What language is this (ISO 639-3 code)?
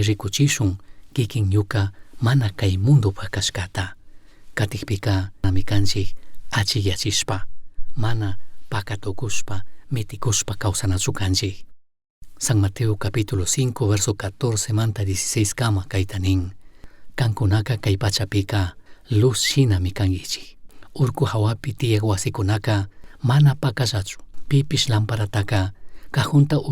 qug